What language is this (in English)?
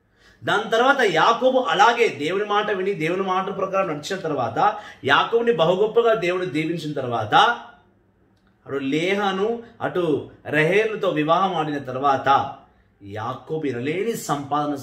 Telugu